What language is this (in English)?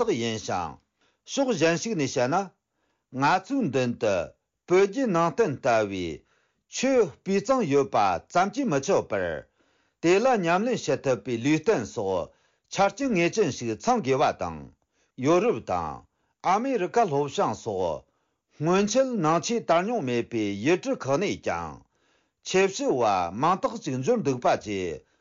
Tibetan